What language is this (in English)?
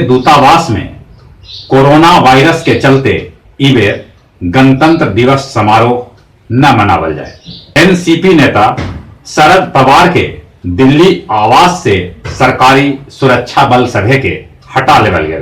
Magahi